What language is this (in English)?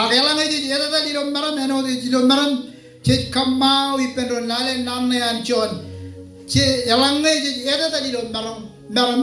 Marshallese